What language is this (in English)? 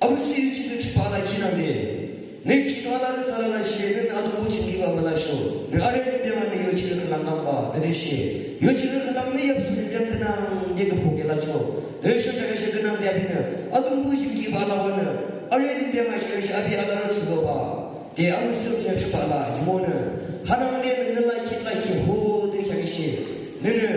Yimchungru Naga